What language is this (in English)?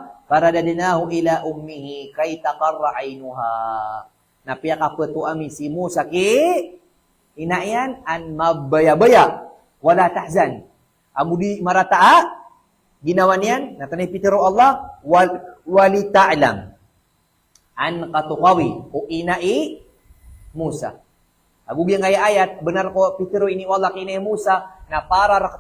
Maranao